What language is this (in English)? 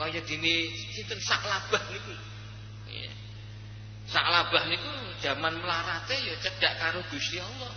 Javanese